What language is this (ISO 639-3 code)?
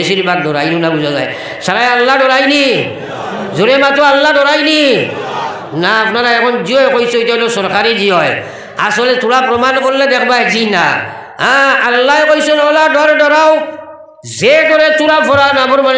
syl